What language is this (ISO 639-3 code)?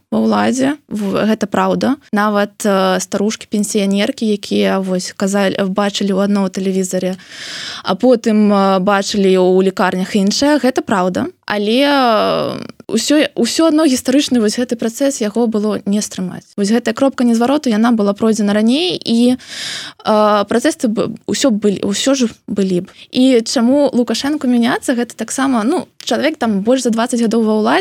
bel